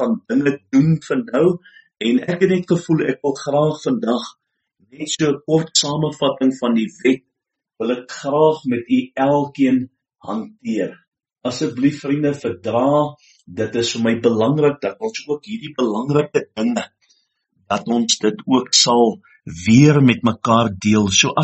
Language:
Afrikaans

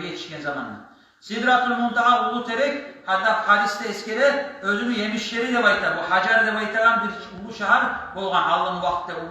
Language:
Kumyk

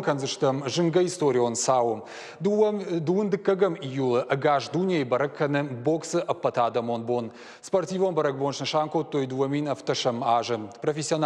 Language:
Ossetic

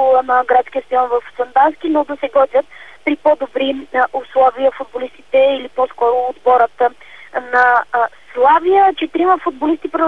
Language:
Bulgarian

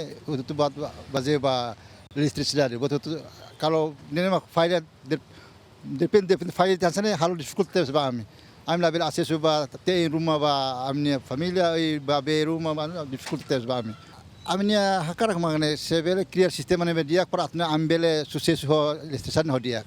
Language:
Tetum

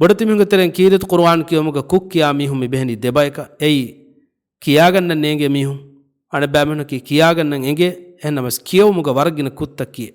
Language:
Divehi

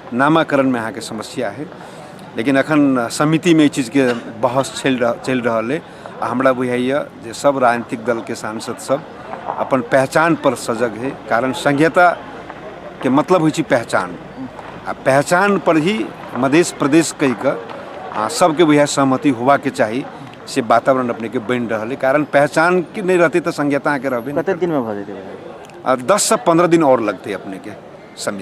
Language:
Maithili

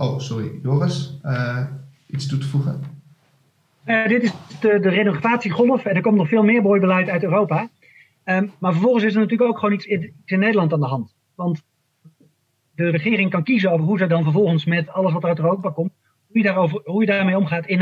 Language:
Dutch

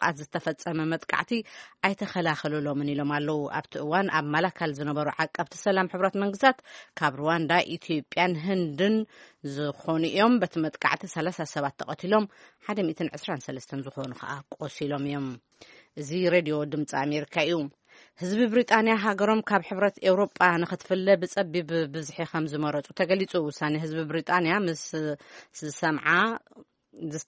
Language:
Tigrinya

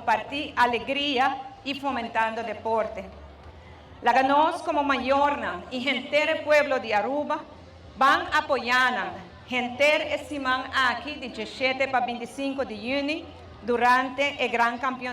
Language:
Papiamento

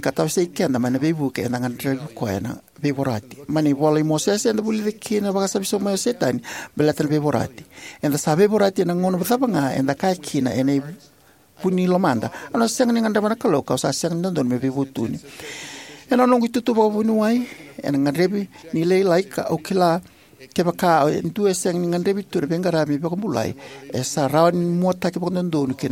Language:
Fijian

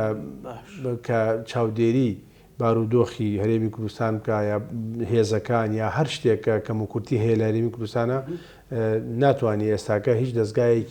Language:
Central Kurdish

